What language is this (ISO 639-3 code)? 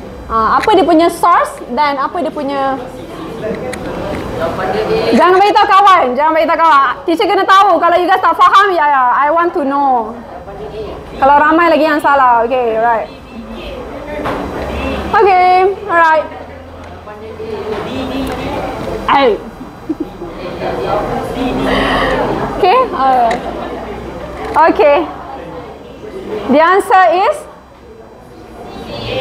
msa